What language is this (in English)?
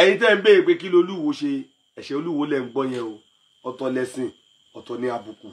Yoruba